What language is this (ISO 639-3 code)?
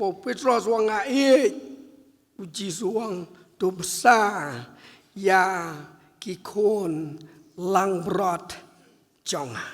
kha